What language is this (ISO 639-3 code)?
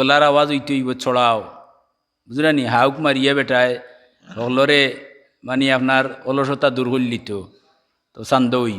syl